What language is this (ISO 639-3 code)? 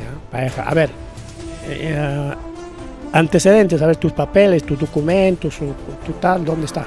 quy